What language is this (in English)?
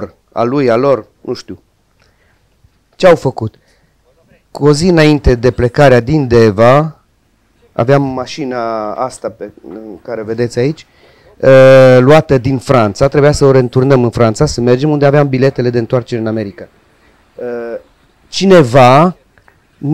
Romanian